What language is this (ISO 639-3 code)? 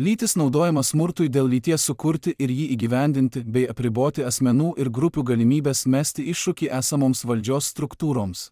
lit